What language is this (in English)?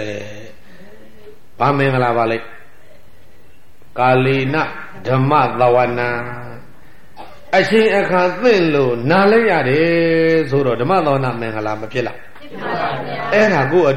Burmese